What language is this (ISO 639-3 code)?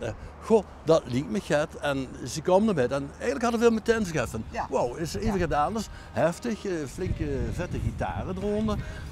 lim